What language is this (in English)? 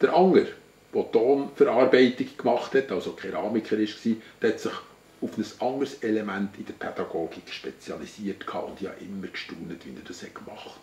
Swiss German